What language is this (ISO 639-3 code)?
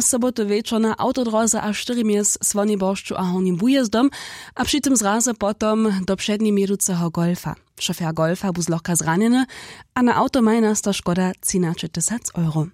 hsb